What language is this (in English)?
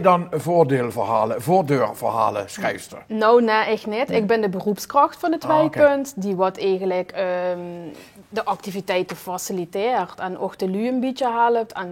Limburgish